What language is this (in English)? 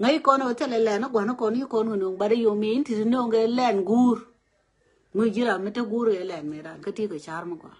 Nuer